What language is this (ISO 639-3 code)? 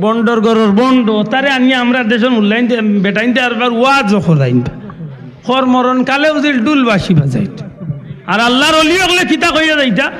syl